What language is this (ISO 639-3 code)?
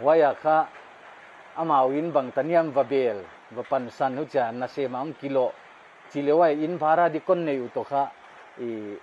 pck